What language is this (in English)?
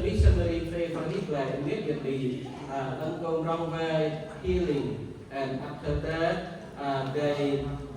Central Mnong